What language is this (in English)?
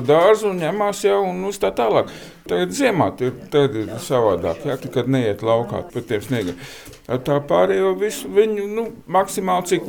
Latvian